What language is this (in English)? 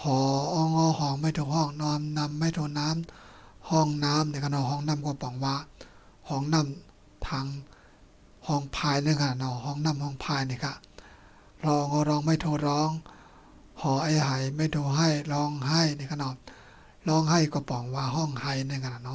Shan